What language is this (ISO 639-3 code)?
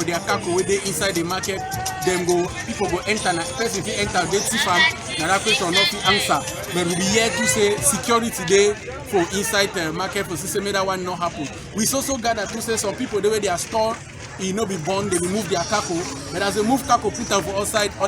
wes